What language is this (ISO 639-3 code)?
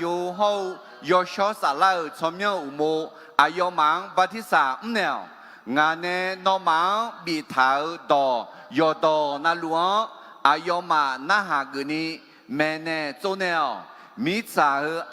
ahk